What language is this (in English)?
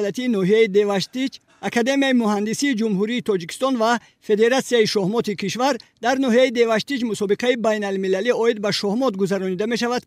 Tajik